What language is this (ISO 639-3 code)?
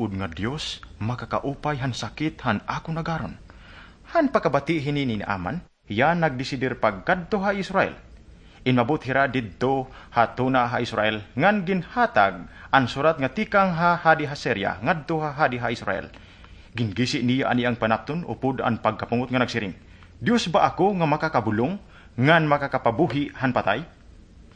war